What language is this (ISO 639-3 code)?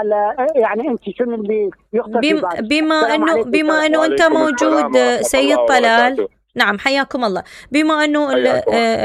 acm